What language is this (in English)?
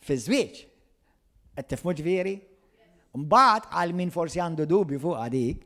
Maltese